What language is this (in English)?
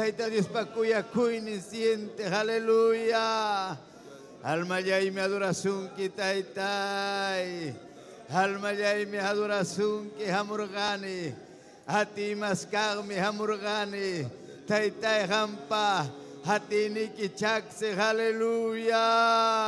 Ayacucho Quechua